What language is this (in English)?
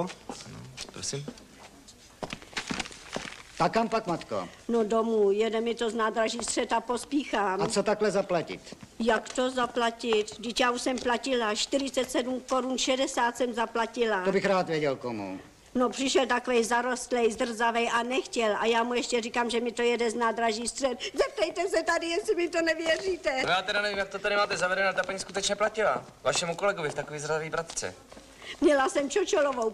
Czech